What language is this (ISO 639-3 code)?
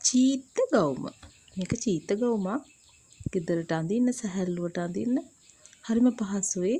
sin